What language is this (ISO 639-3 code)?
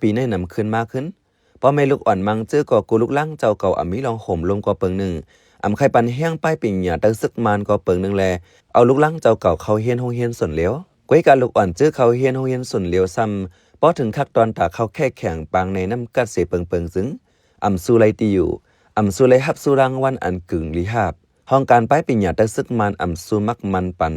shn